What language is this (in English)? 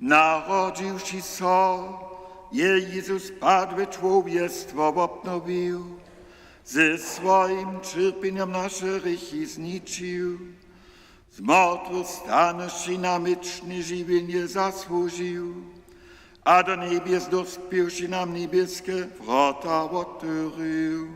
Upper Sorbian